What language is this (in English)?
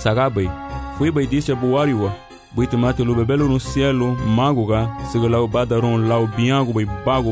Garifuna